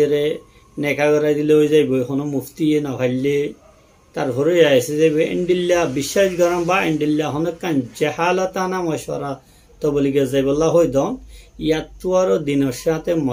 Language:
Rohingya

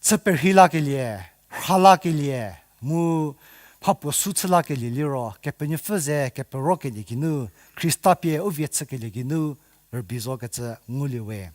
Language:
Angami Naga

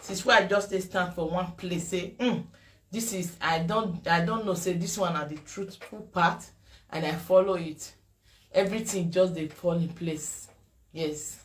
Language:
Nigerian Pidgin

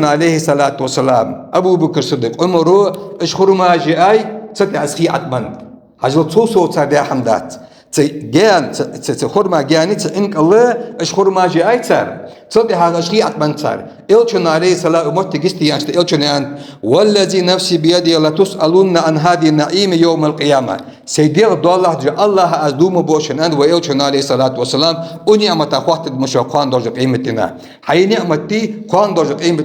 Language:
Ingush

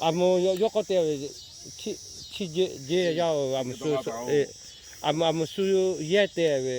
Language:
Lahu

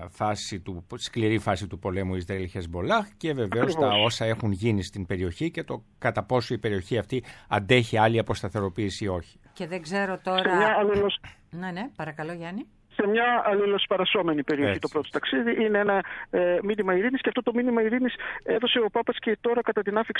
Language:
Greek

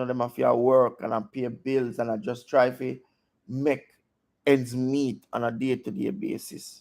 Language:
Jamaican Creole English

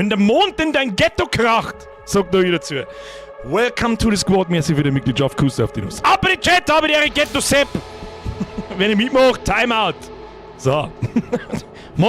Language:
Bavarian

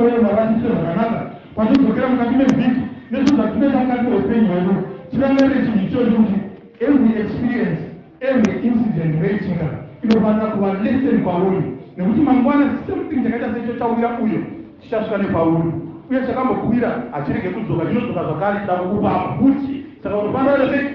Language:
Shona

